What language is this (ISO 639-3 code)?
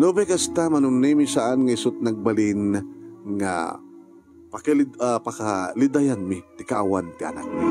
ilo